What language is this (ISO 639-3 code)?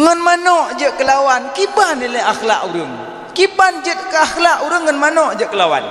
ace